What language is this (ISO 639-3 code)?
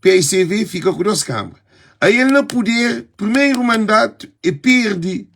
kea